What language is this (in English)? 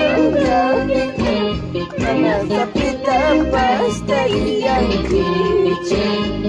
Ayacucho Quechua